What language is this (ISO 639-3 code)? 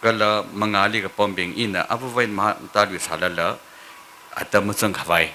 nmf